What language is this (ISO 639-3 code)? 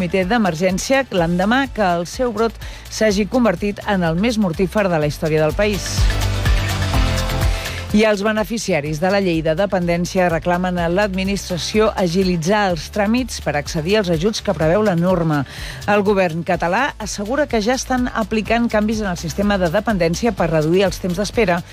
cat